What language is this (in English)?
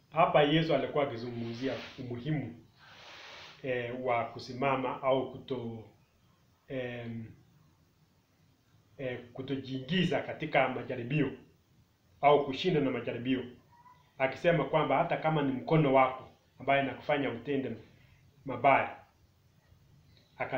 Swahili